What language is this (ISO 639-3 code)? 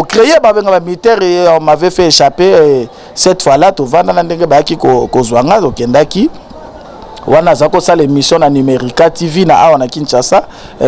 lin